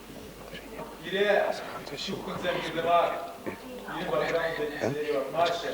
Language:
Chuvash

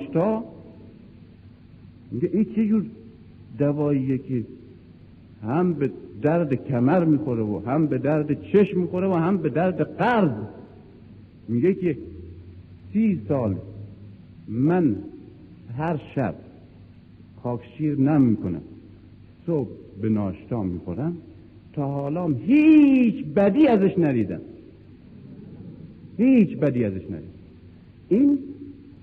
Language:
Persian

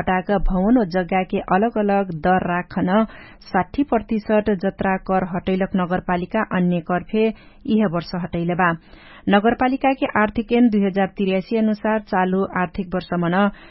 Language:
Dangaura Tharu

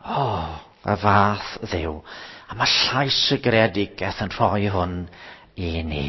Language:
Welsh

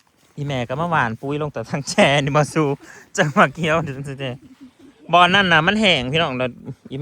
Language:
Northeastern Thai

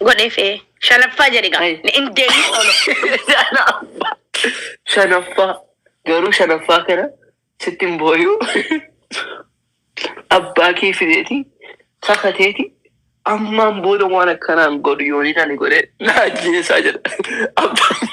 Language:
Oromo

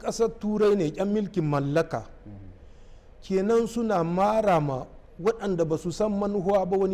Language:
Hausa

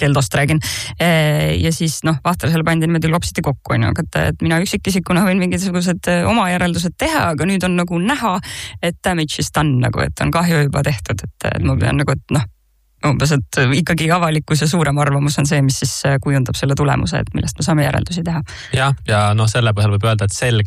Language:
Estonian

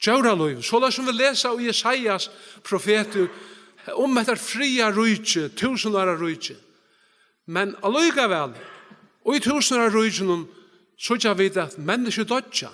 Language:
Faroese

